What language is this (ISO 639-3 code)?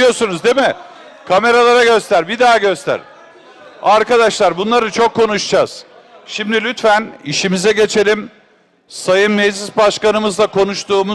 tur